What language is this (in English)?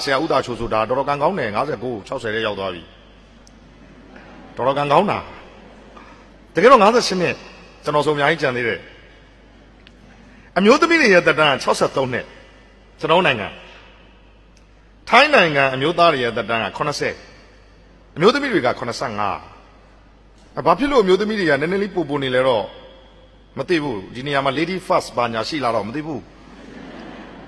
Burmese